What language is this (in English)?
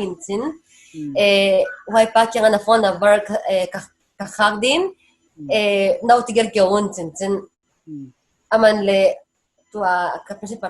Paite Chin